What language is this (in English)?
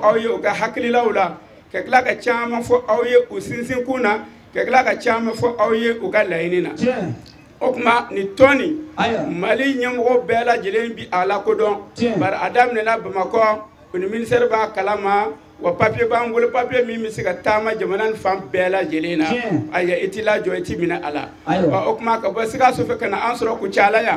Bambara